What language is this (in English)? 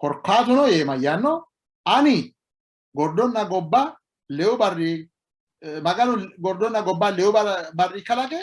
Sidamo